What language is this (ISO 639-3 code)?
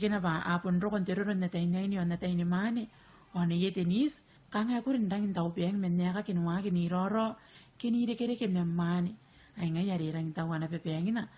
gil